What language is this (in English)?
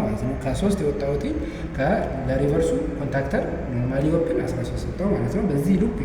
Amharic